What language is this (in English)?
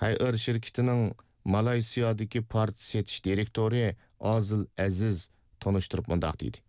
Uyghur